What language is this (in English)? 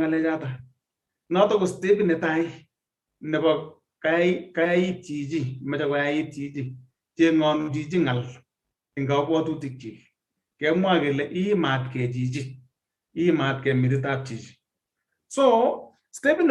Kalenjin